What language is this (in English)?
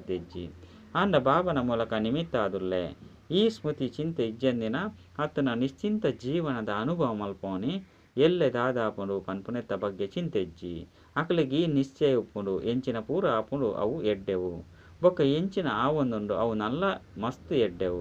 Tulu